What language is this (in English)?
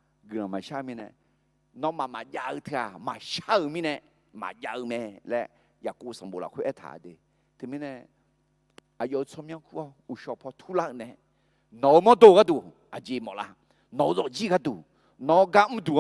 Akha